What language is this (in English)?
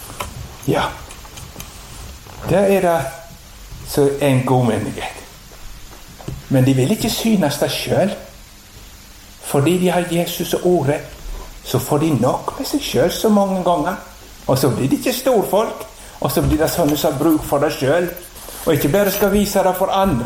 Norwegian